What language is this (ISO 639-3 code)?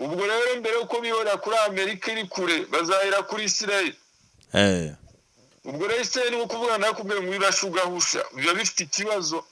kin